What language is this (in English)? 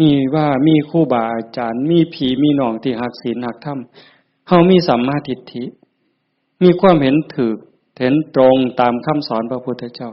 Northeastern Thai